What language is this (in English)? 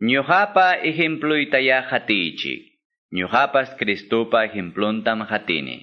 Quechua